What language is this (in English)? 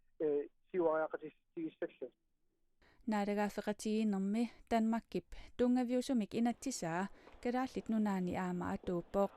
Kalaallisut